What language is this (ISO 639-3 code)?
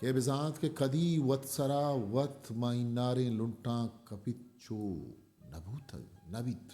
bgp